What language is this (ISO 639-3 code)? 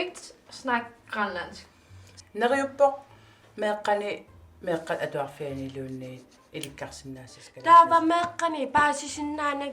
kal